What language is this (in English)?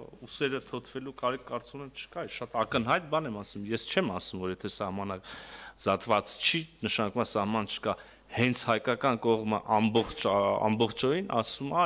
Armenian